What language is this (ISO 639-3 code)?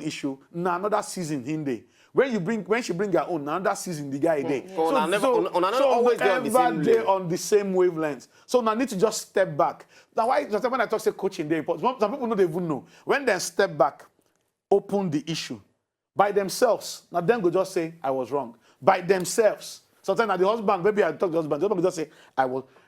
pcm